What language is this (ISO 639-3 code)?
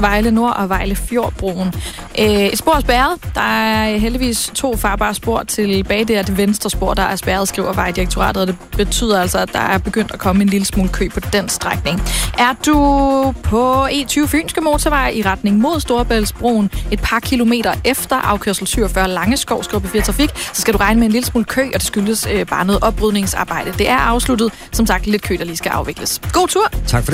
dan